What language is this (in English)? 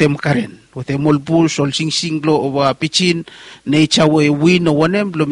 Bislama